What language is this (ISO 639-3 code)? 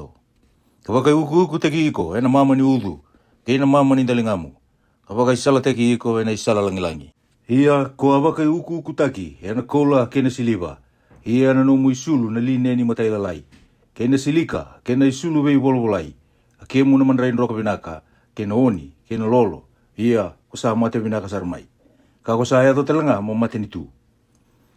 fij